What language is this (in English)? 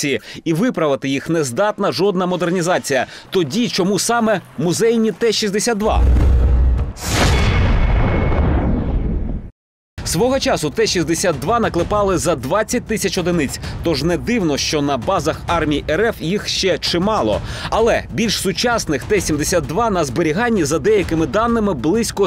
Ukrainian